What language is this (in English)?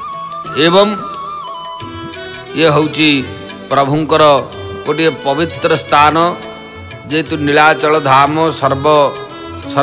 Odia